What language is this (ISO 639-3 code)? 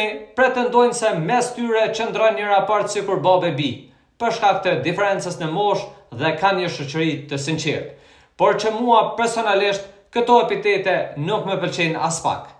sqi